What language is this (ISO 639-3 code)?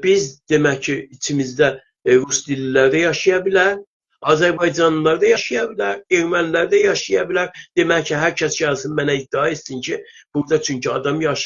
azb